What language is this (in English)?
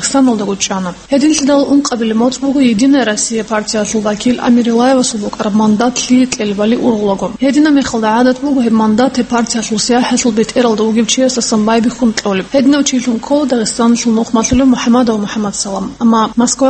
Avaric